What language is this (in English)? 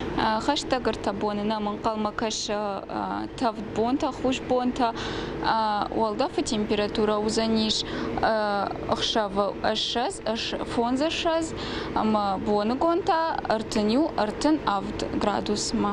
Ossetic